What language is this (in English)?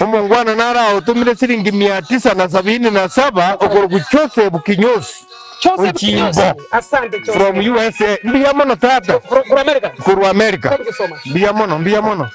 Gusii